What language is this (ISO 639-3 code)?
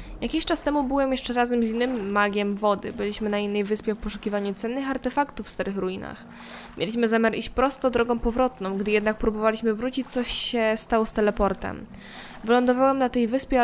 pol